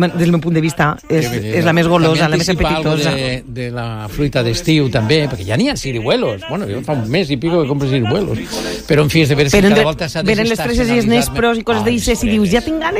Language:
Catalan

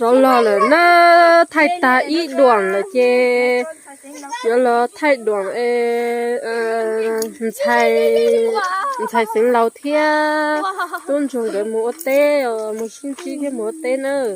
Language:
Hmong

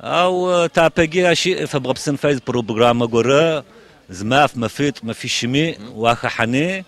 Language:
Adyghe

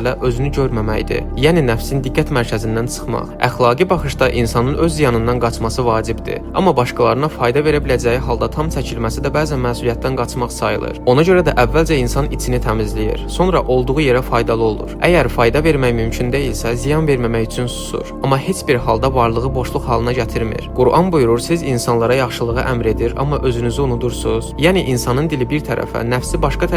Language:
Azerbaijani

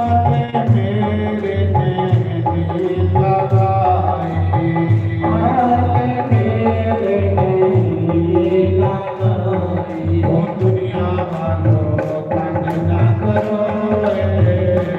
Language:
Dogri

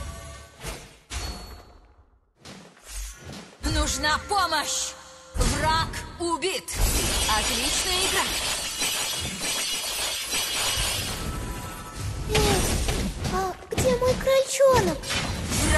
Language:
Russian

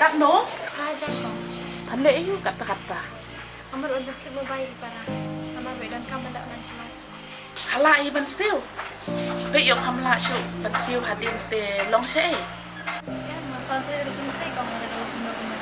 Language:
Khasi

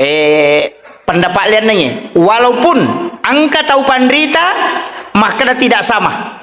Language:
Buginese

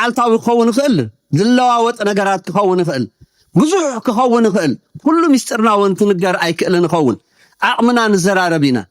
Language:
Tigrinya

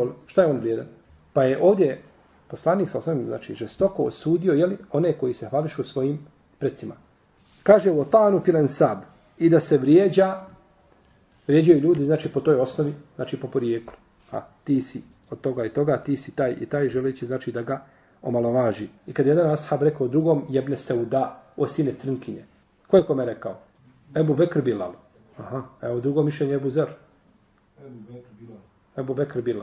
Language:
Bosnian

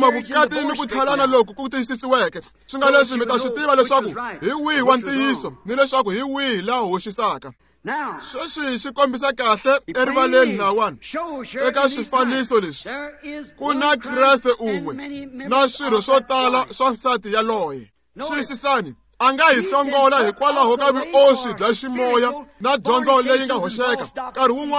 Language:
Tsonga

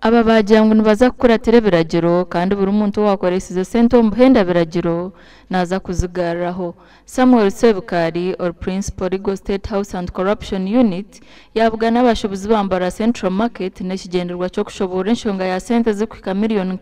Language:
Nyankole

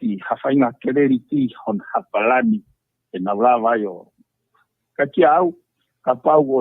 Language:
Tongan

